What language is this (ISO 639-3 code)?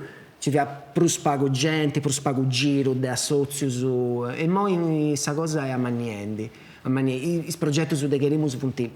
srd